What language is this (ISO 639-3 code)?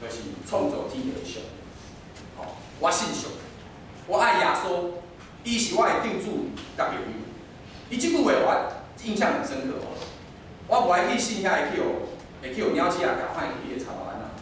nan